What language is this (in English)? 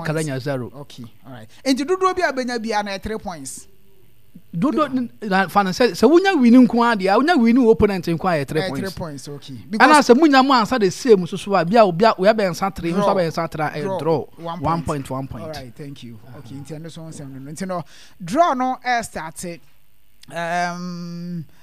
Akan